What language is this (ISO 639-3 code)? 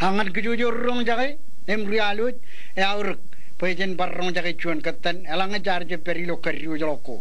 mah